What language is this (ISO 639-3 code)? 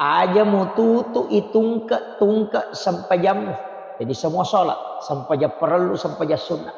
bug